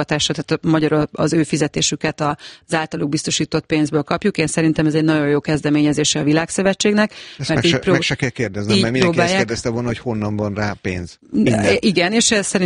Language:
Hungarian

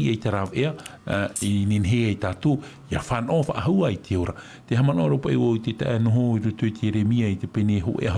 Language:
Tahitian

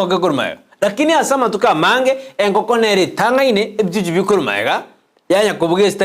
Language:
Gusii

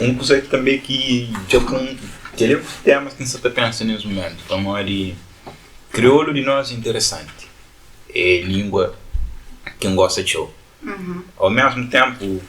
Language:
Kabuverdianu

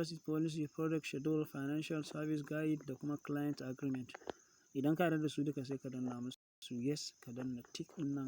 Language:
Hausa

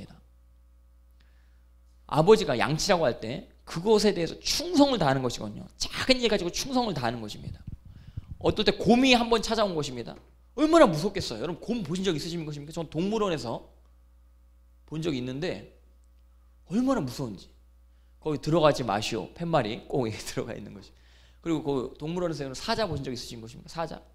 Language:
Korean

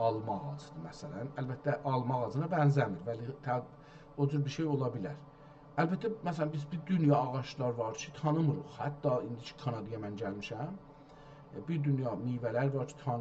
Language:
South Azerbaijani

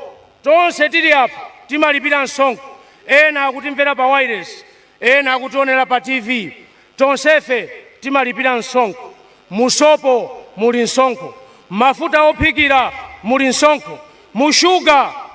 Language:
Nyanja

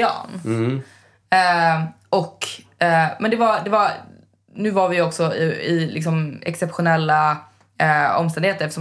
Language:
Swedish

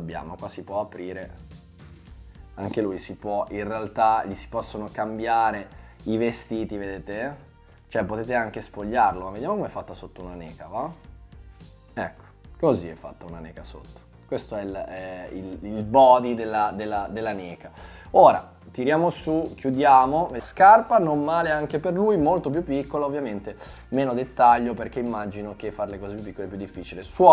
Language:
Italian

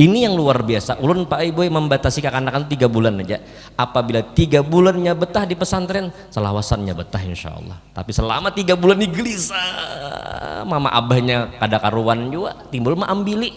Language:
Banjar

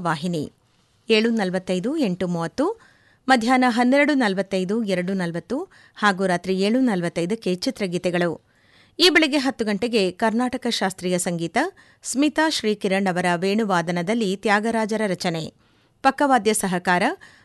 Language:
Kannada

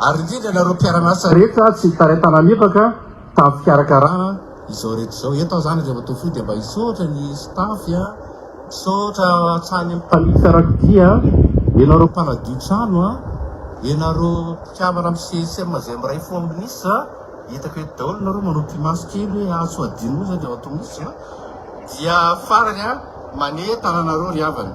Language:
Malagasy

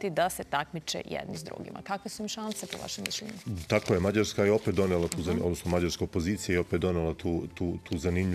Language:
Serbian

